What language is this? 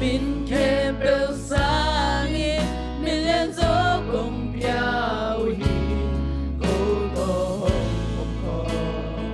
Tedim Chin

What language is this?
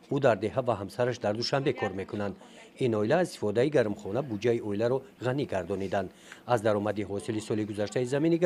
Tajik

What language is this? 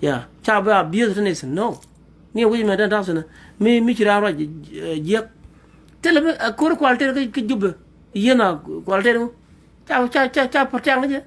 Nuer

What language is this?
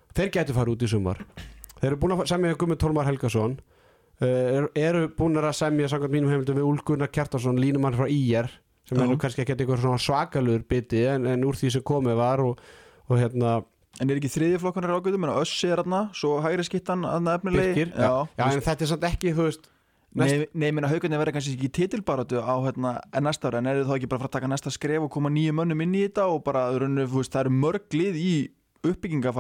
Icelandic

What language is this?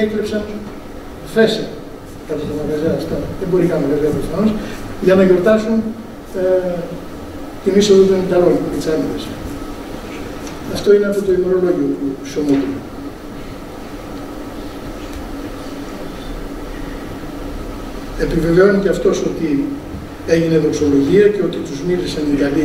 Greek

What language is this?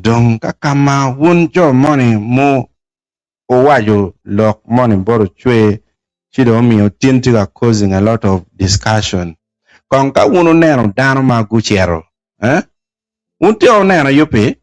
Acoli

